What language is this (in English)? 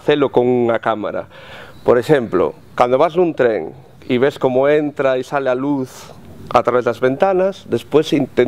Galician